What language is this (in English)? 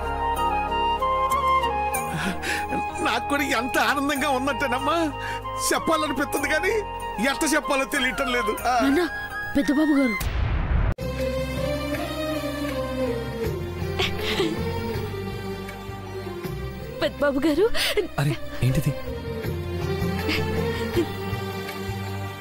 Telugu